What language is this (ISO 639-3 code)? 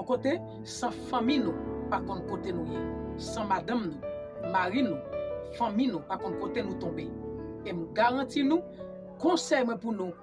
hat